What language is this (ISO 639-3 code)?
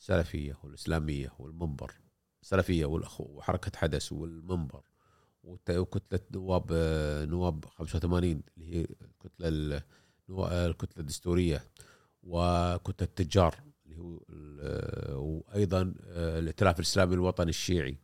afb